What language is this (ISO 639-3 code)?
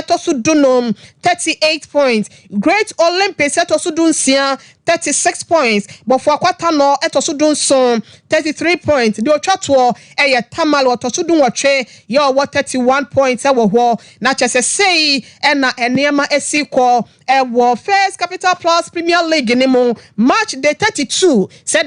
aka